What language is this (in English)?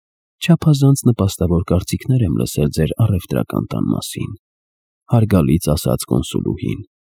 Armenian